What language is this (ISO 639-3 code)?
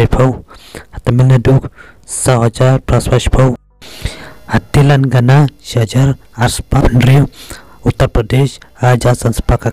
kha